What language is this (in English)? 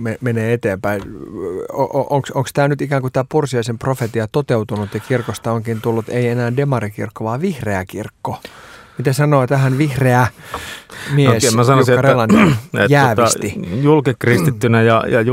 Finnish